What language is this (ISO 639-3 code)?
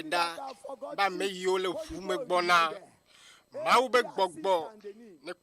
ewe